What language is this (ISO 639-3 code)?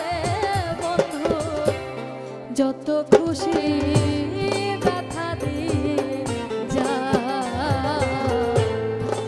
ben